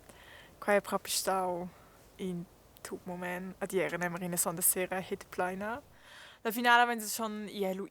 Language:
Romansh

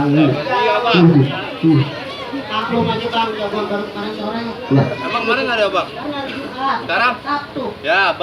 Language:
Betawi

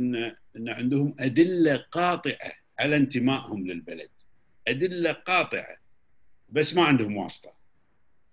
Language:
Gulf Arabic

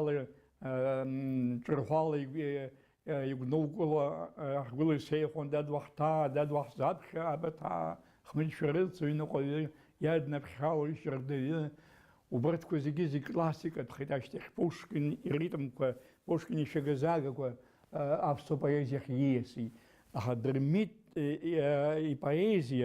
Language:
Abkhazian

